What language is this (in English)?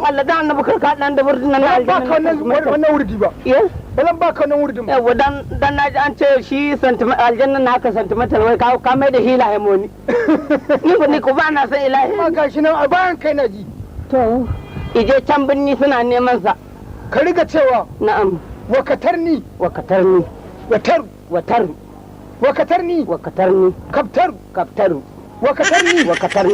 Hausa